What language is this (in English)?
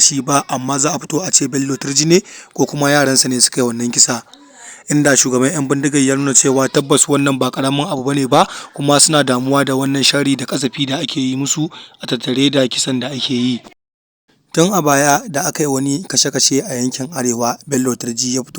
Hausa